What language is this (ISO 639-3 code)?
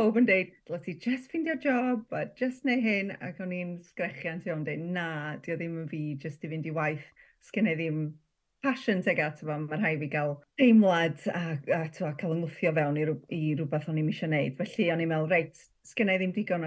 cym